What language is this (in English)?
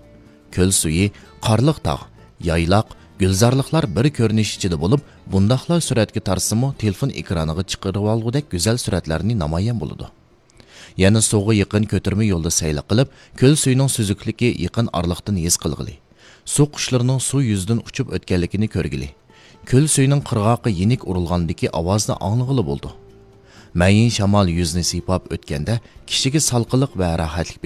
Uyghur